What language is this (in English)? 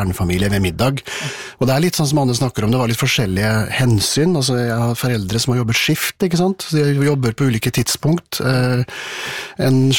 Norwegian